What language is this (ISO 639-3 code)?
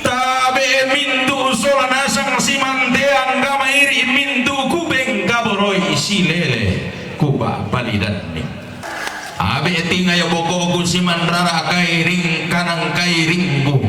sda